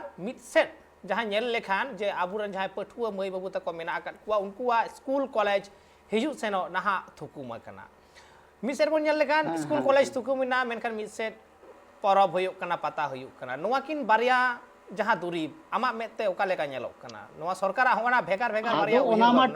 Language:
Santali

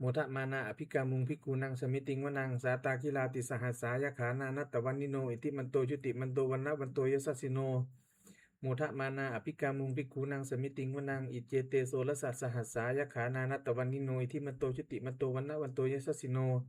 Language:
Pali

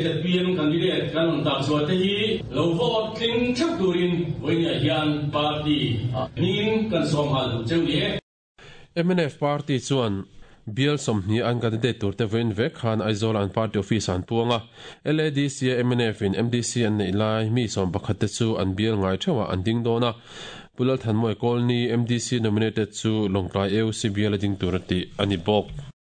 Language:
Mizo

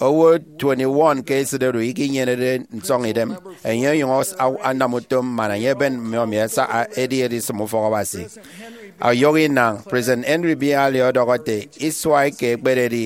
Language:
Efik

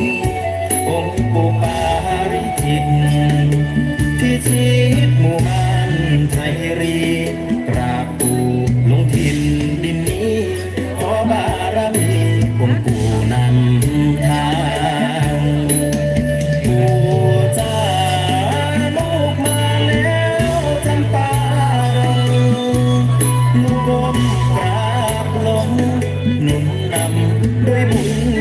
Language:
Thai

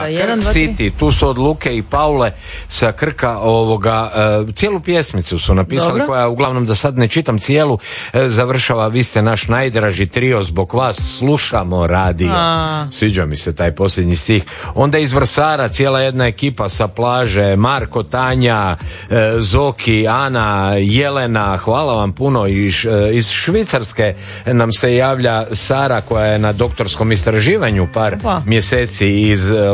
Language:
Croatian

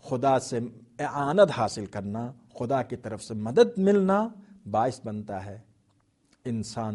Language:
Urdu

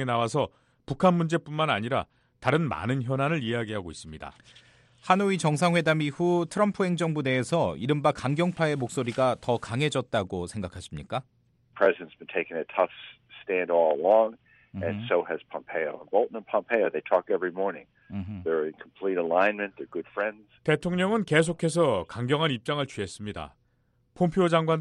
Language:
Korean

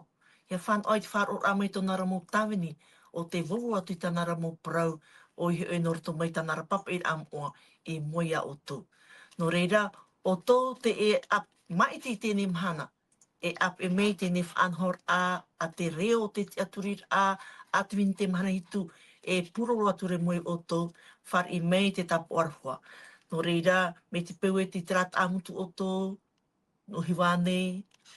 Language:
Tahitian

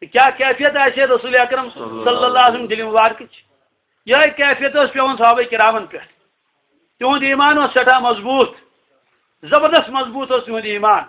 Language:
Kashmiri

